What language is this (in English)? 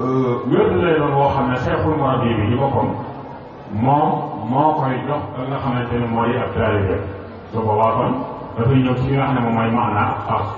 Wolof